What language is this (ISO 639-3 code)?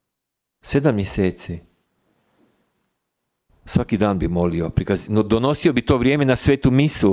hrv